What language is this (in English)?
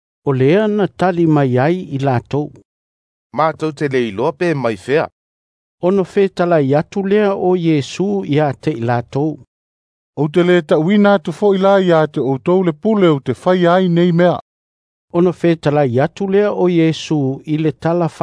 Samoan